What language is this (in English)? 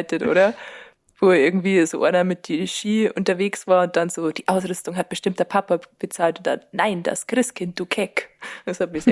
Bavarian